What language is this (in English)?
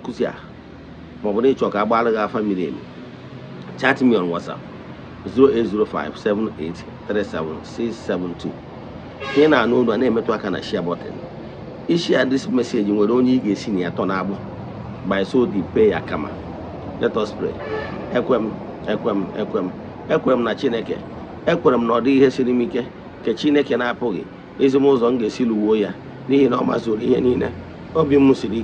Igbo